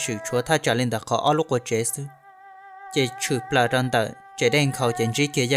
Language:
Hmong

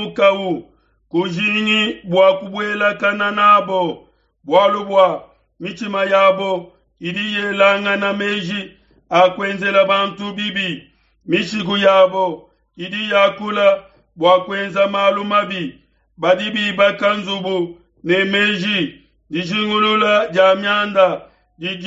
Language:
Luba-Lulua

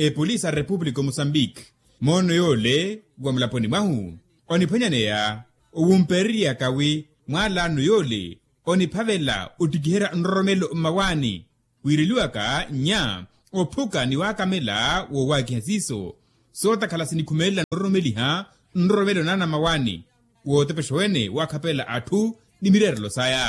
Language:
Makhuwa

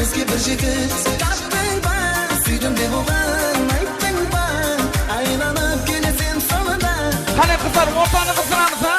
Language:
Kara-Kalpak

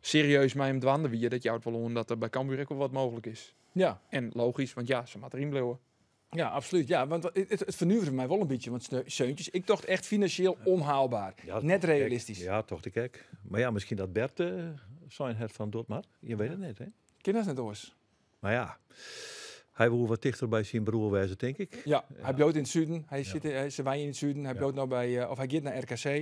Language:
Western Frisian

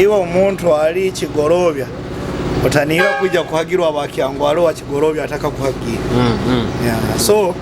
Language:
Nyoro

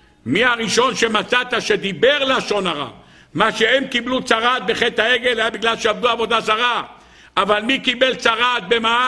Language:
Hebrew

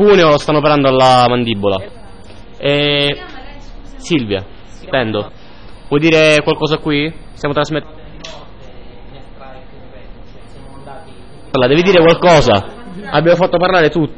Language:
Italian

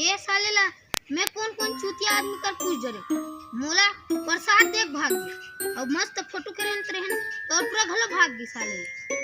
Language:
Chhattisgarhi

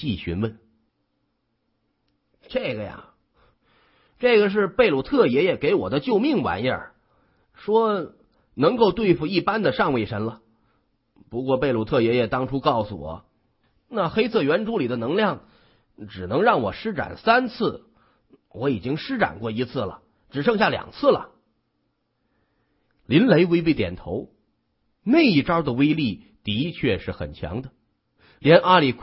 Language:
Chinese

